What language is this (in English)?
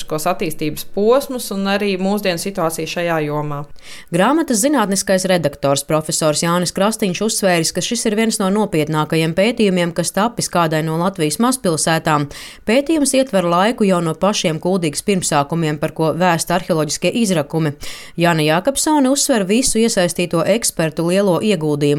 Latvian